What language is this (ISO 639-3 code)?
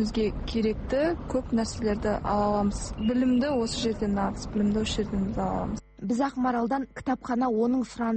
kaz